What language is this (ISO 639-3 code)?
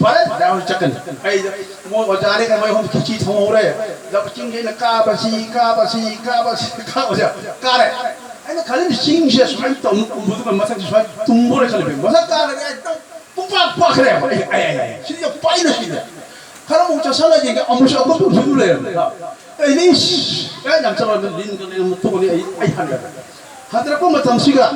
mni